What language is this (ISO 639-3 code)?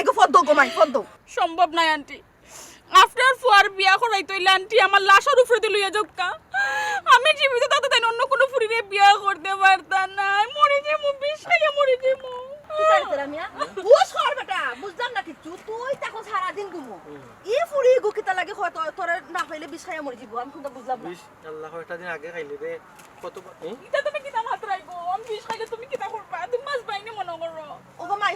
syl